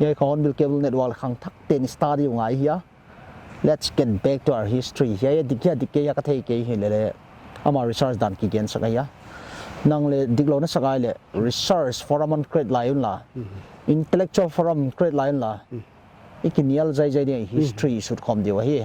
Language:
Paite Chin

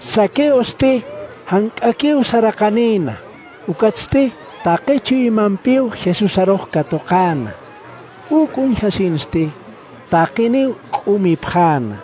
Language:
Aymara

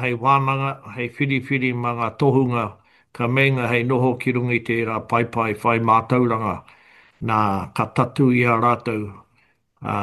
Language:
Māori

